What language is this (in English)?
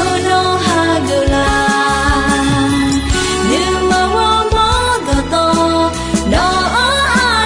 Akha